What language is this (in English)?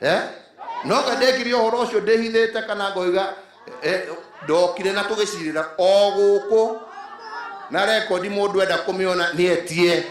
Kikuyu